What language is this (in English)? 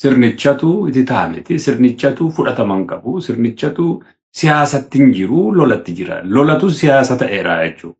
Oromo